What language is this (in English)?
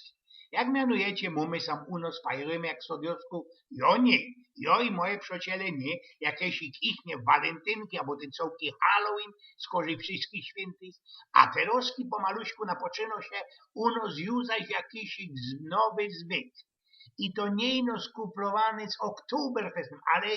Silesian